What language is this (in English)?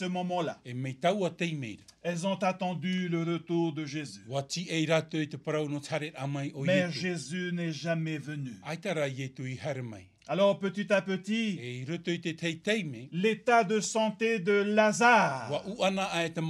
Tahitian